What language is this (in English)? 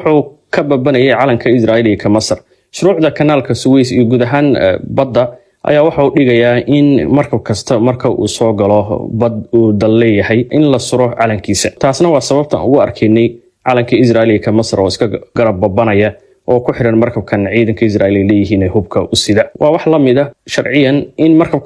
Somali